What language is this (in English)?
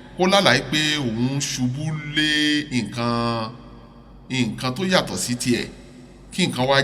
Yoruba